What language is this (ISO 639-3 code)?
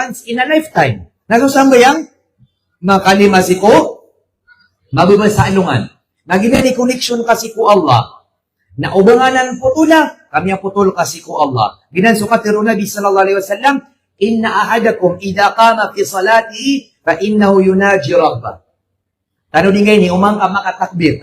mrw